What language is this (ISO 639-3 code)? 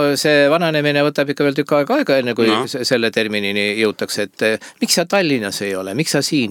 est